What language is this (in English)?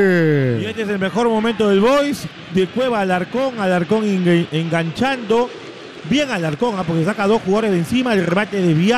Spanish